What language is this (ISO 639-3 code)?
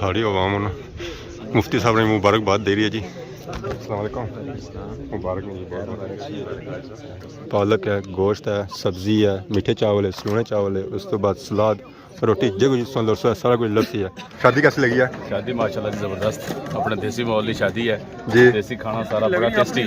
phr